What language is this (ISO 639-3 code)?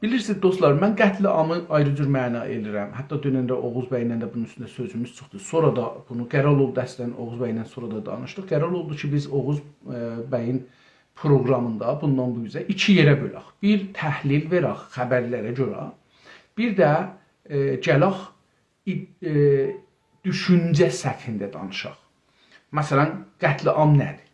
azb